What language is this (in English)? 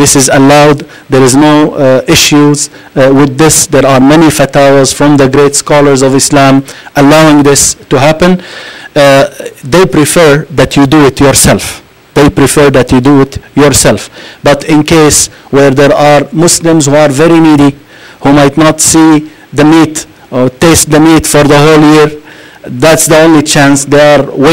English